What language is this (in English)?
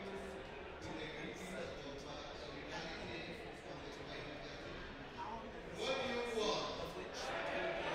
English